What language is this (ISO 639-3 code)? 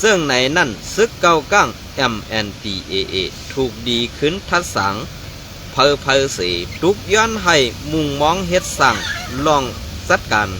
shn